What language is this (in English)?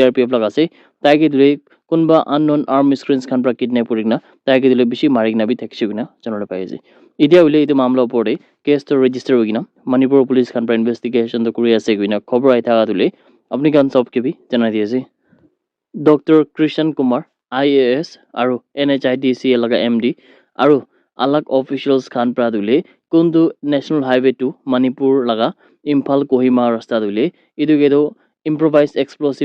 Naga Pidgin